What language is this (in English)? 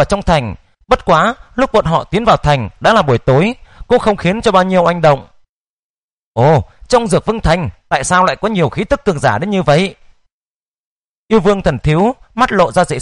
Vietnamese